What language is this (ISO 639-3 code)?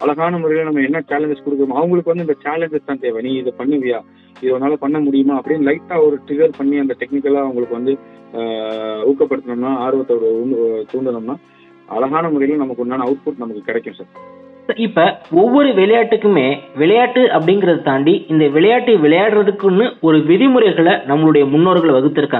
tam